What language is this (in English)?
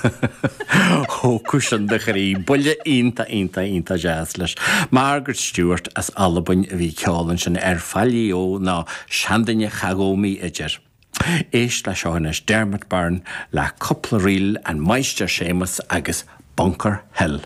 Irish